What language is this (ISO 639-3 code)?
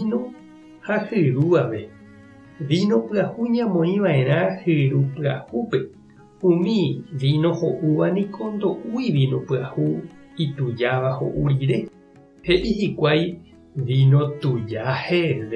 grn